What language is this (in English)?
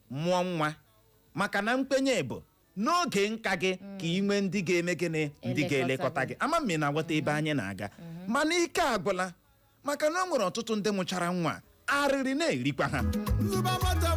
Igbo